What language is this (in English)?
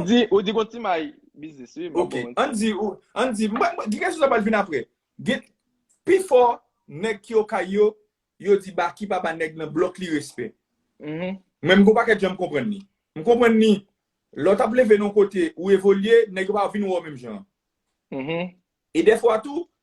Haitian Creole